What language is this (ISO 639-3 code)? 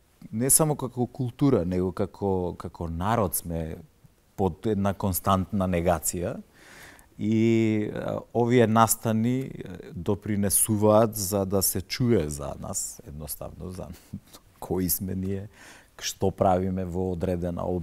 mkd